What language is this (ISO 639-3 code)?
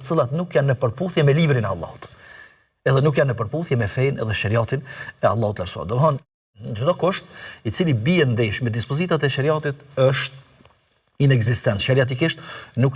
sqi